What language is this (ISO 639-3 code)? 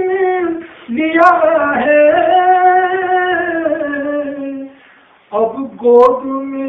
urd